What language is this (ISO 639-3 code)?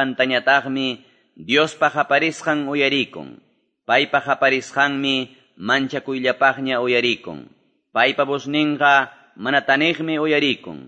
quy